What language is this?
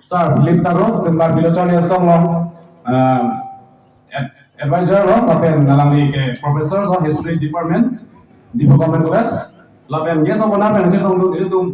Karbi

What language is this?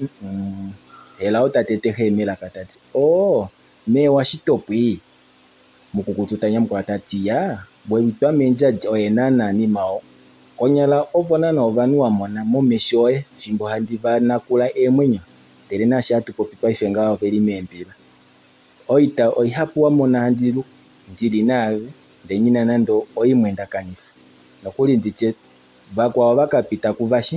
Kuanyama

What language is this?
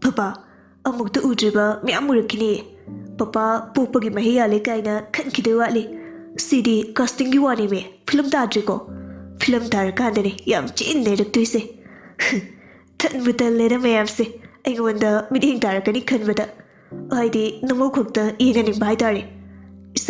Manipuri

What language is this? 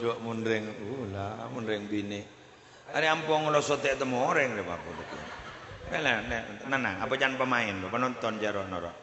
Madurese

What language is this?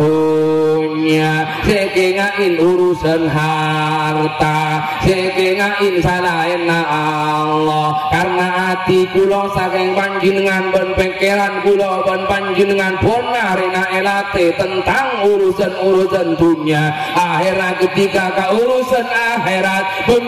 Madurese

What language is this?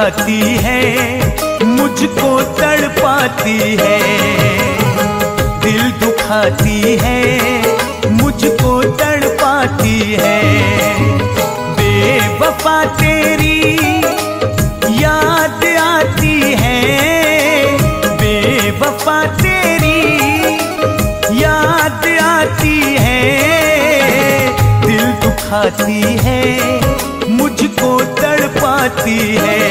Hindi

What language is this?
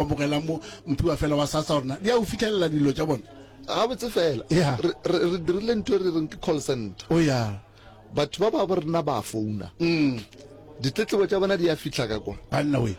Northern Sotho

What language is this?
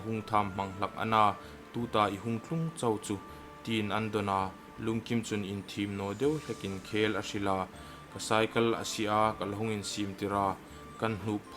Hmar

